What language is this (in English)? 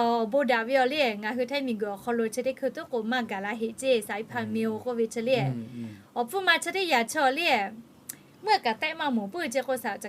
Lahu